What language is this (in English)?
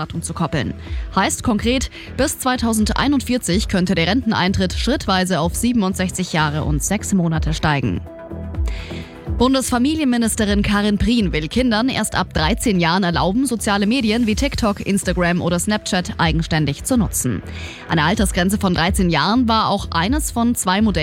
German